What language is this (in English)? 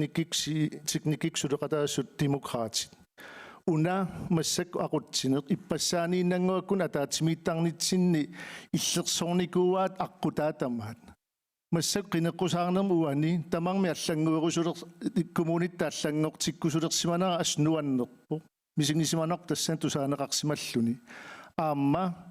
Kalaallisut